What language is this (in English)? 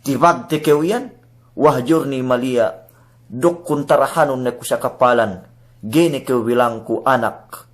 Yakan